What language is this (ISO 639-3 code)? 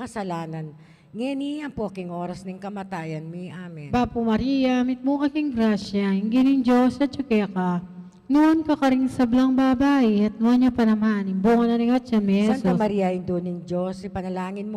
pam